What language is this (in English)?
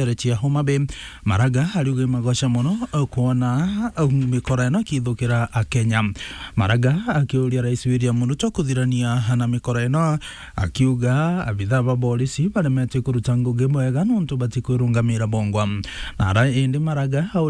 Meru